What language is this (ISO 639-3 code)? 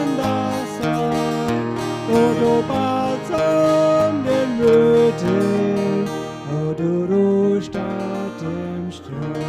pdt